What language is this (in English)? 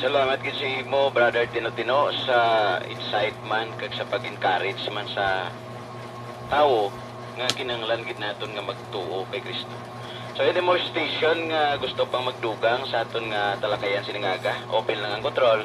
Hiligaynon